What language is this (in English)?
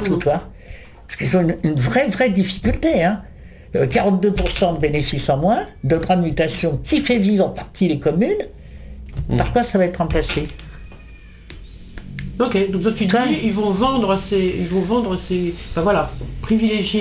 French